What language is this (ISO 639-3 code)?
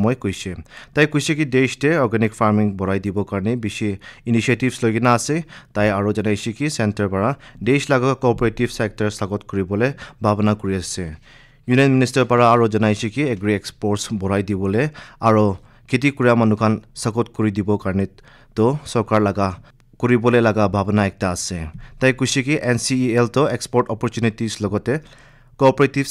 nag